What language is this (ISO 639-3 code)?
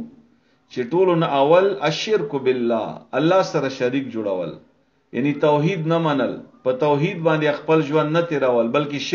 pus